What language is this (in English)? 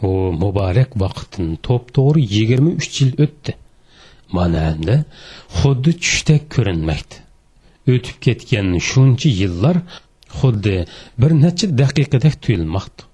Uyghur